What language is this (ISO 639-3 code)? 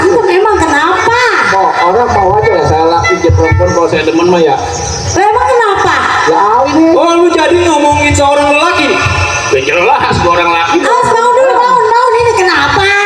bew